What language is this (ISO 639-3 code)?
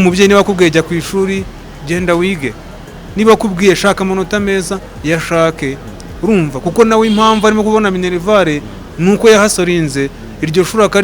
kin